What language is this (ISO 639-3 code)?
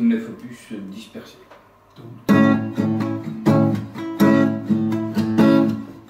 fra